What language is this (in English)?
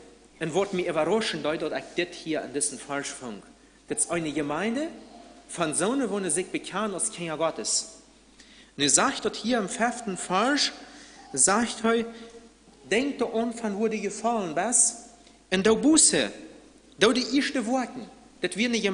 Plautdietsch